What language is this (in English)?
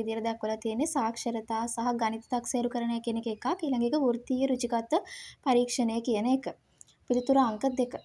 Sinhala